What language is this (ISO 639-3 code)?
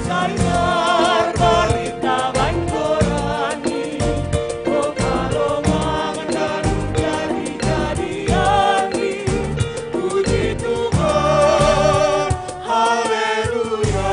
bts